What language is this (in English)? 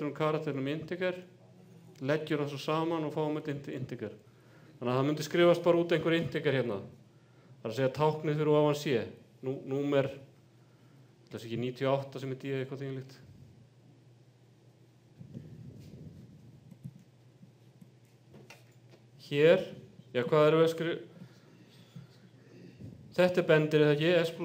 Icelandic